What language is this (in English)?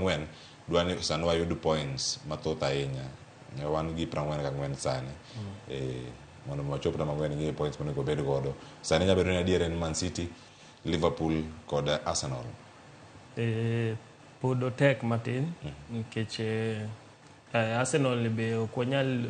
Luo (Kenya and Tanzania)